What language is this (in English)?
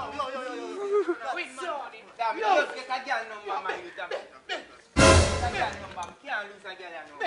Jamaican Creole English